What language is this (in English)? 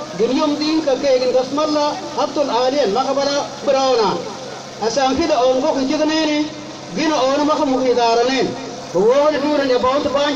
Mabaan